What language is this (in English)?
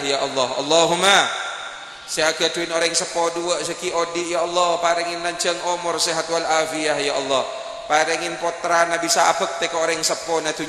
Madurese